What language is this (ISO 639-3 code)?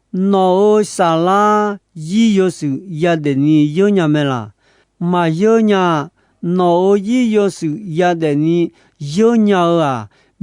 ahk